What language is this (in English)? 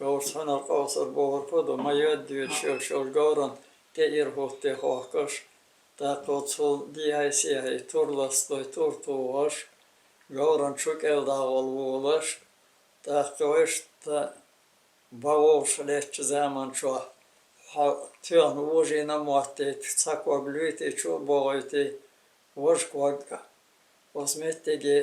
Chechen